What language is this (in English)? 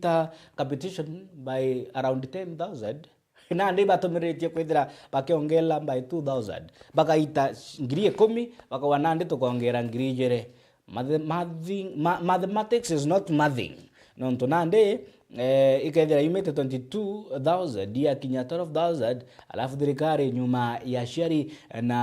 Meru